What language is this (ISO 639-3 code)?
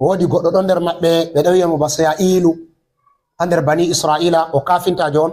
ful